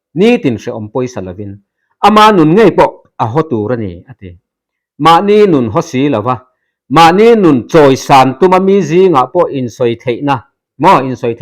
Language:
Mizo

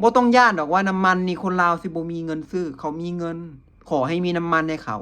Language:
Lao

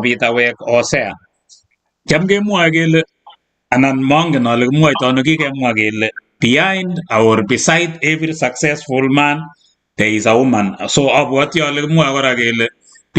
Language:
Kalenjin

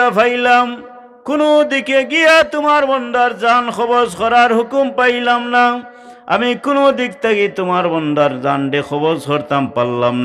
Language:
Sylheti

